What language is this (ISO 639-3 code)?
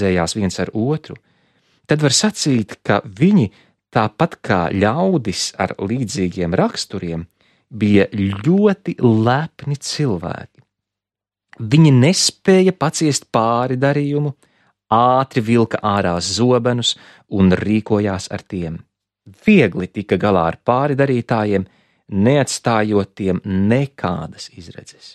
lav